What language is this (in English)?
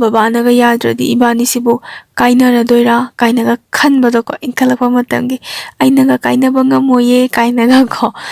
Manipuri